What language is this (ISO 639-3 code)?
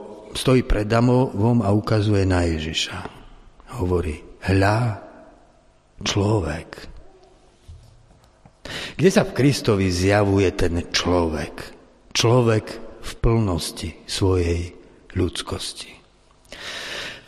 slk